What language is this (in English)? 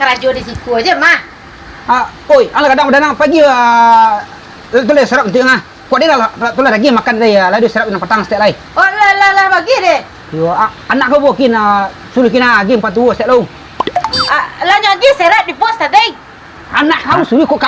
Minangkabau